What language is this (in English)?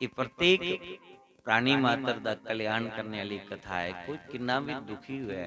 Dogri